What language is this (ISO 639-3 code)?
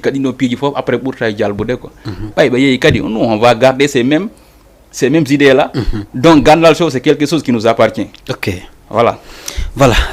ful